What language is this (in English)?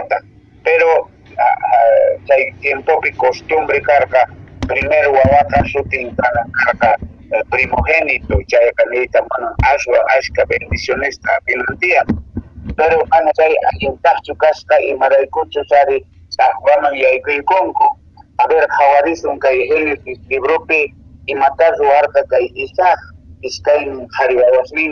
Quechua